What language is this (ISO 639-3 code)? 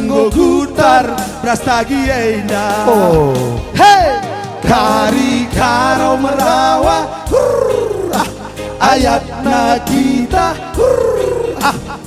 btx